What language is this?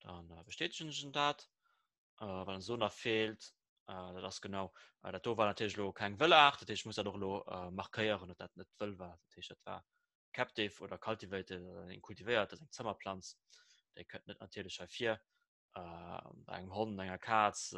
Luxembourgish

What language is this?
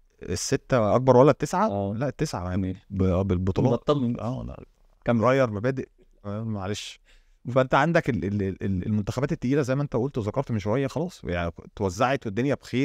Egyptian Arabic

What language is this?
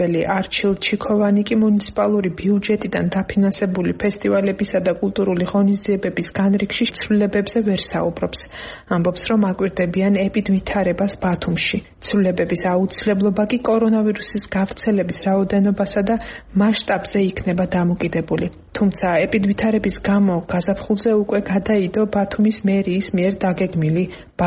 Georgian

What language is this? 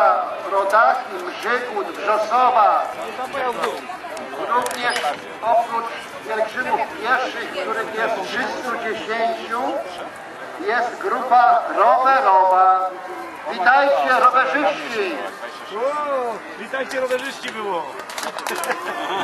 Polish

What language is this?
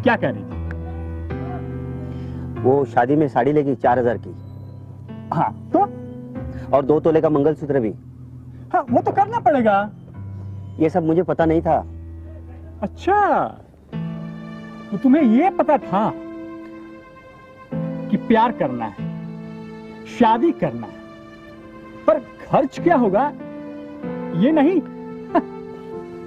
Hindi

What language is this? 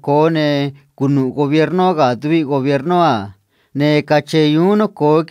Copala Triqui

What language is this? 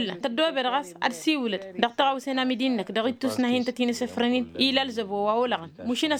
Tamasheq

